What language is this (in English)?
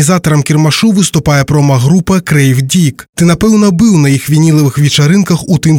Belarusian